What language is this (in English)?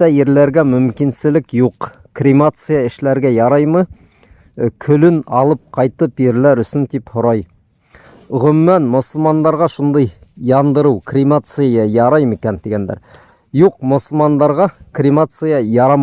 Bashkir